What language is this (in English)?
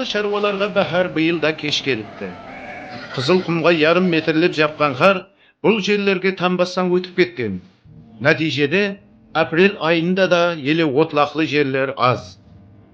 Kara-Kalpak